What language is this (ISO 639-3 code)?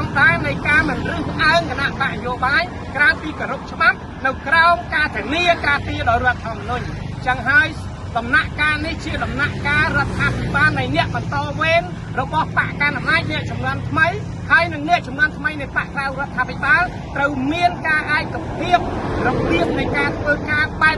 khm